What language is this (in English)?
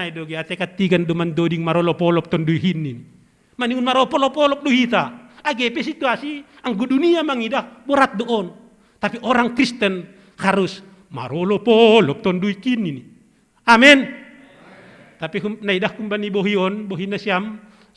Batak Simalungun